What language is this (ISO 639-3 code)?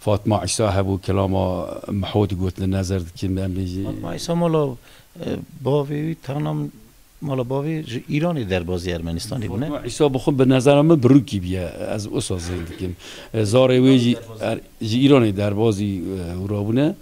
kur